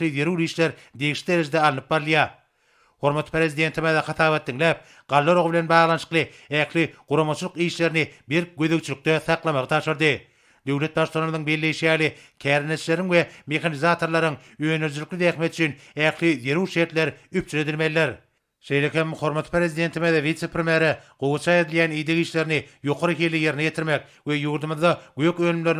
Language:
Turkmen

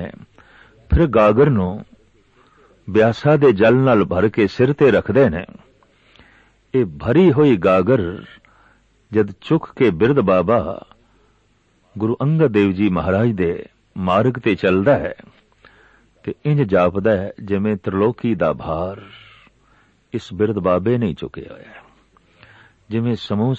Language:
Punjabi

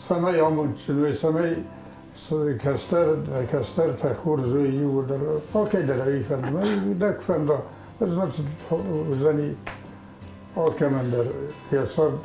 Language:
Ossetic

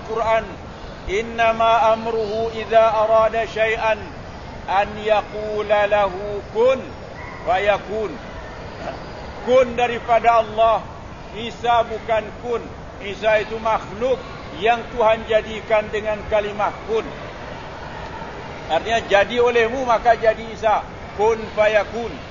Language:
Malay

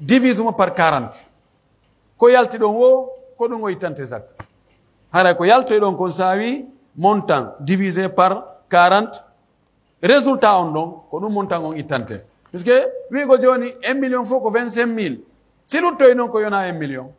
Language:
Pular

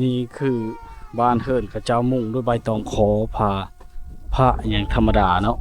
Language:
Lao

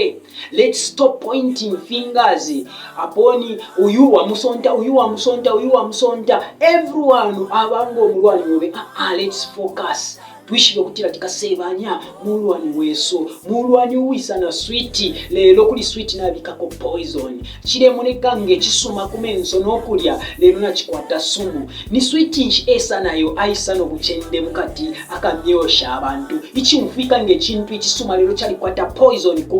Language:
Bemba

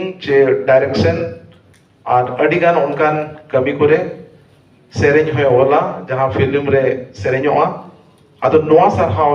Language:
Santali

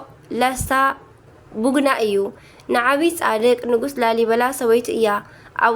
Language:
Tigrinya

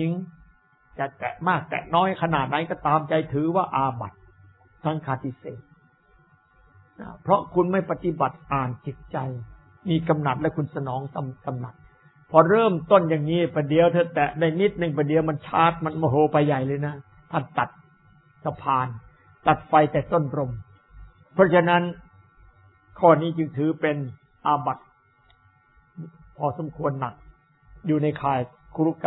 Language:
Thai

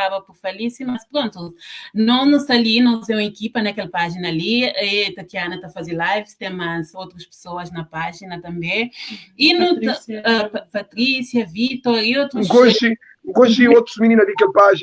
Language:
Kabuverdianu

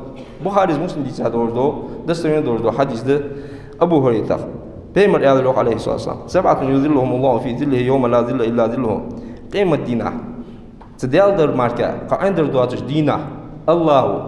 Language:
Ingush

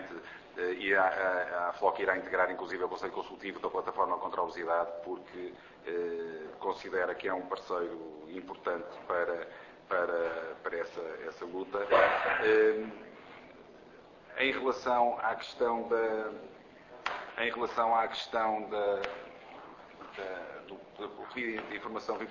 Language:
Portuguese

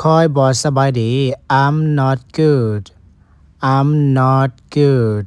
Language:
Lao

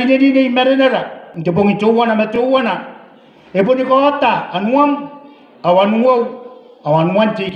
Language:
Gilbertese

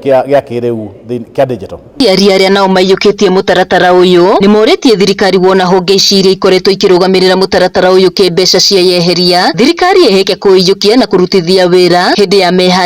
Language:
Kikuyu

